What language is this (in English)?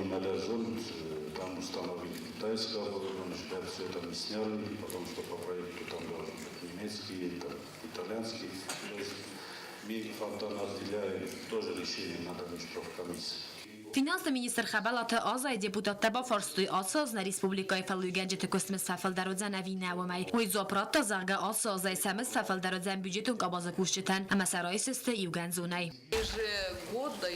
Ossetic